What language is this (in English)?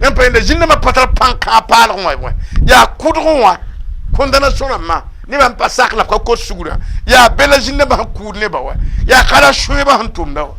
Mossi